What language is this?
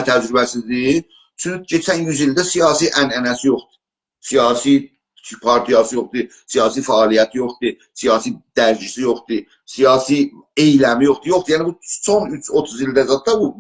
South Azerbaijani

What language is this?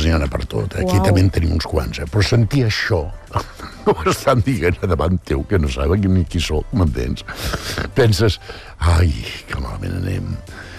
Catalan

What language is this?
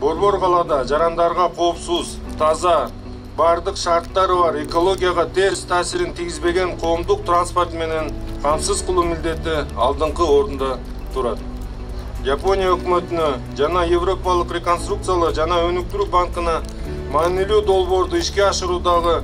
Kyrgyz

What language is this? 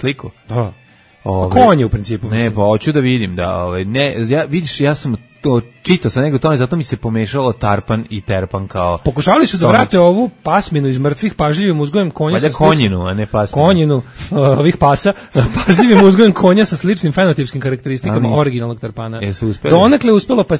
Serbian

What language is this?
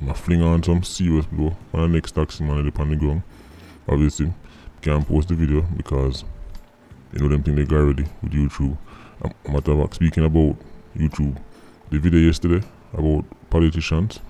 Jamaican Creole English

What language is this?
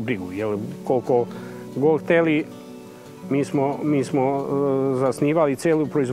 Serbian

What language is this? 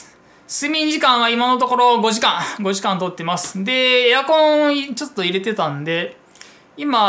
Japanese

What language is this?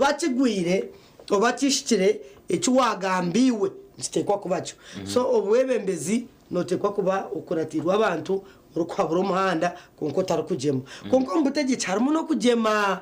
Nyankole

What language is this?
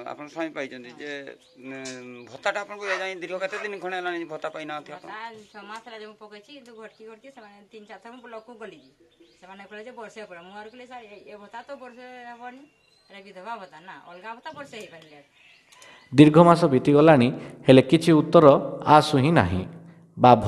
Odia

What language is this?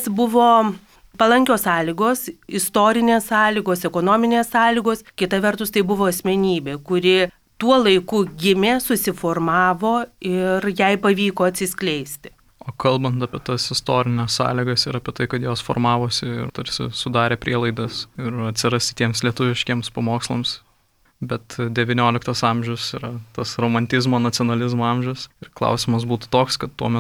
Lithuanian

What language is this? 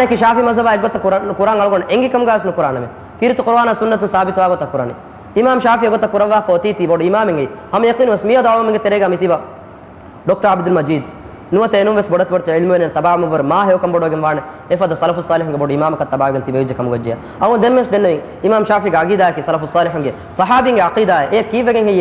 Divehi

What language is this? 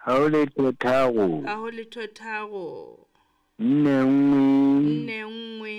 Southern Sotho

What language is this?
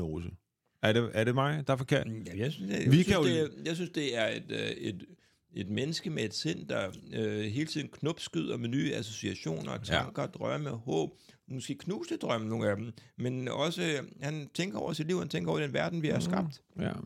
Danish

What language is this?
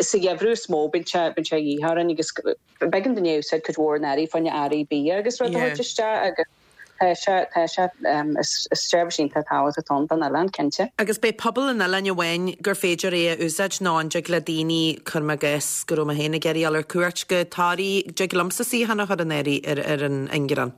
Irish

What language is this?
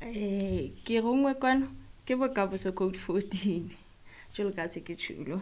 Southern Sotho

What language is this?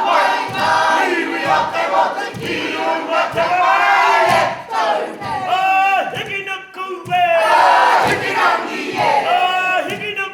Māori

